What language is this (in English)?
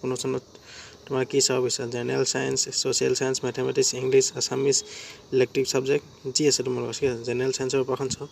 Assamese